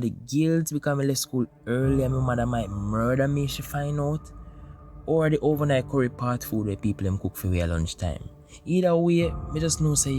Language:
Jamaican Creole English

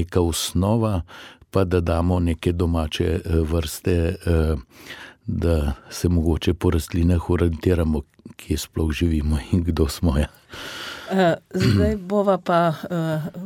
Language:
Slovenian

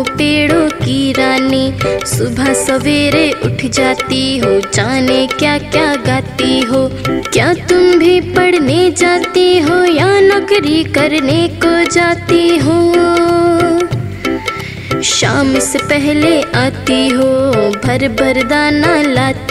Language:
Hindi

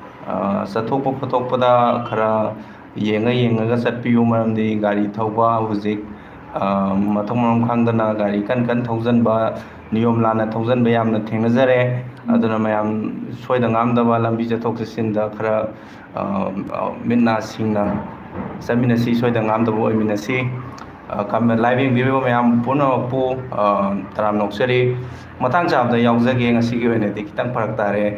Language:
Manipuri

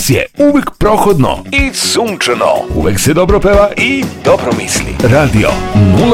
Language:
Serbian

